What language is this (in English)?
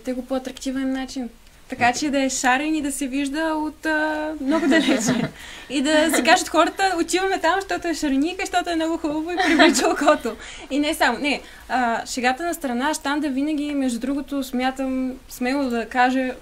Bulgarian